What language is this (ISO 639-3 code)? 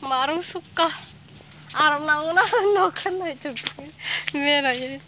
trp